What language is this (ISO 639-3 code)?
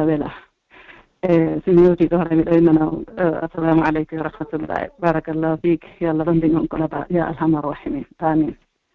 fuf